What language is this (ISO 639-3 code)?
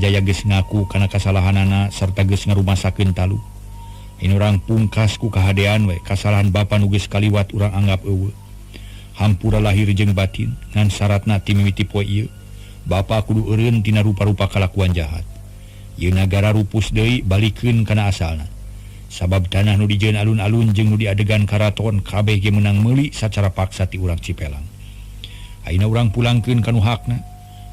sun